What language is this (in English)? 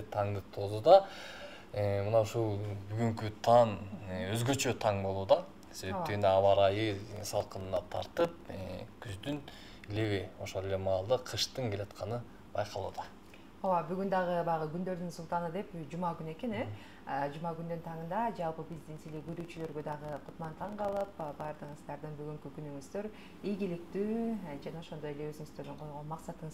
Kyrgyz